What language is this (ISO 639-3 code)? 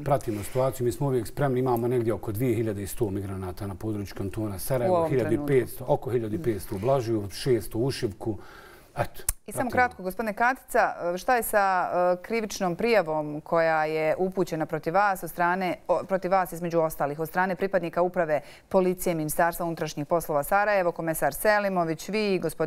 bos